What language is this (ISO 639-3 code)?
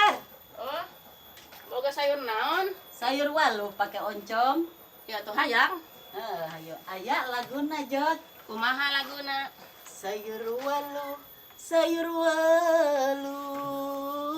sun